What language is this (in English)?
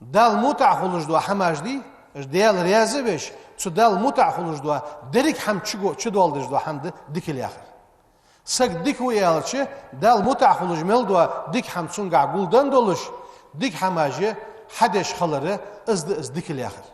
Ingush